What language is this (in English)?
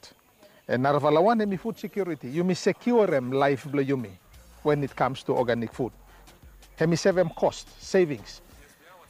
Bislama